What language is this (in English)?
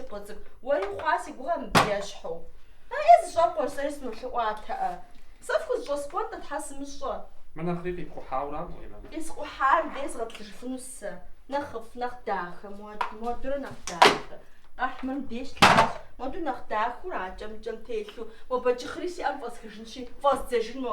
Kabardian